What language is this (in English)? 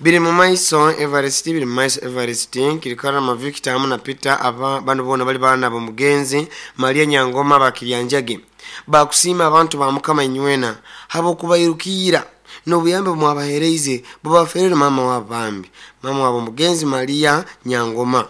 Nyoro